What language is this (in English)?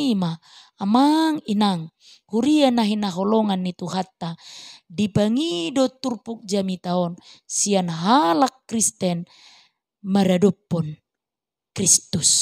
Batak Toba